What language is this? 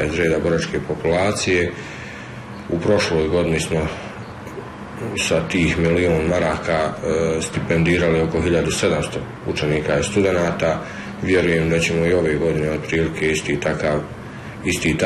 Bosnian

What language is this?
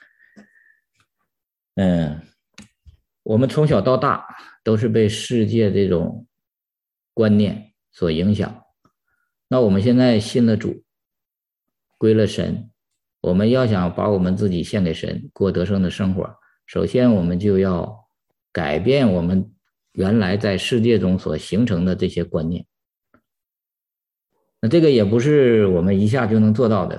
Chinese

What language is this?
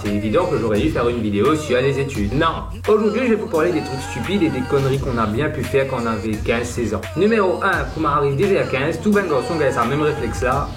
Morisyen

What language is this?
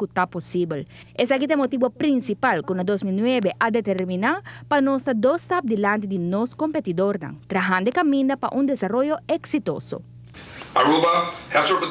Papiamento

